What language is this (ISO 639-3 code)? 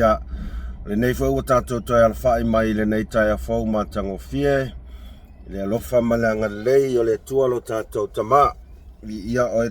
smo